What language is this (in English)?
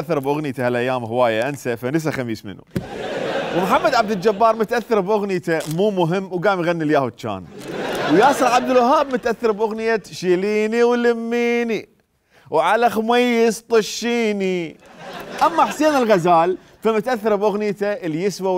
Mesopotamian Arabic